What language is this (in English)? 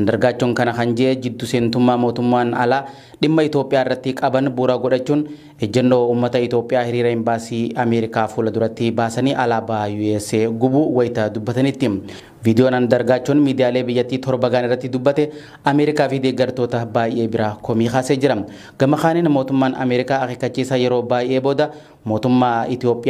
Oromo